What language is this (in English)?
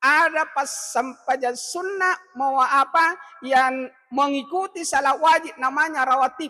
Buginese